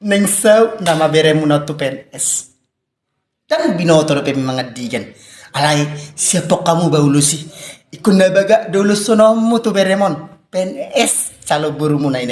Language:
Batak Toba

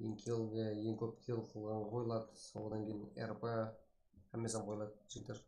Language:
Kara-Kalpak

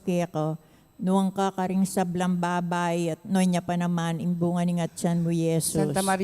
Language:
Pampanga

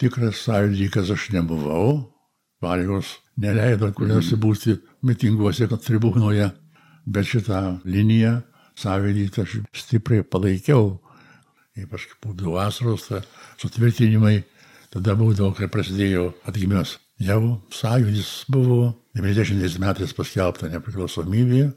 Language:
Lithuanian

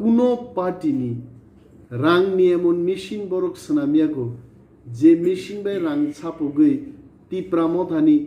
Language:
Kok Borok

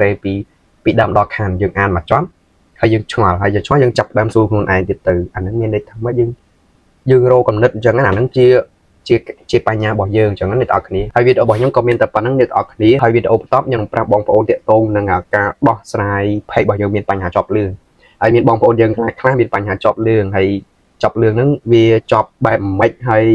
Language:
Khmer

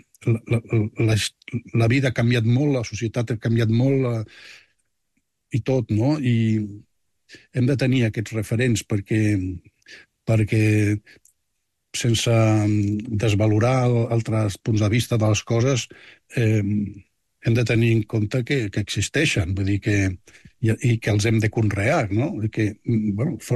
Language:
Catalan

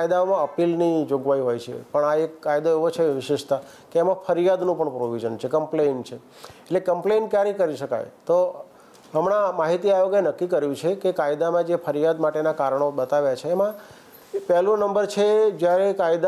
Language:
Gujarati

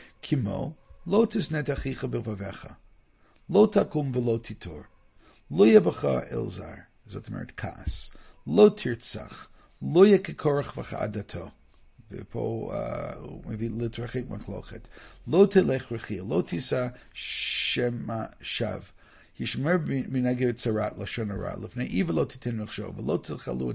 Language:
Hebrew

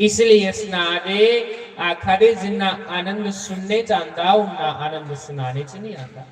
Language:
Dogri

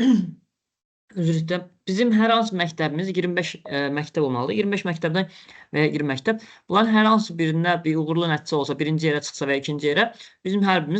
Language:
Azerbaijani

